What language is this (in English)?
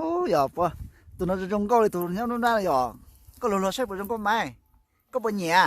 Hmong